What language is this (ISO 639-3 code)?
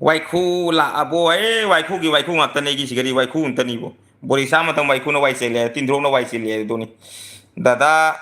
mni